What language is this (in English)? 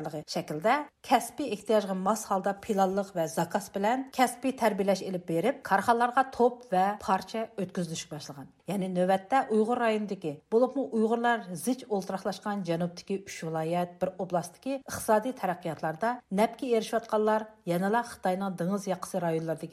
Uyghur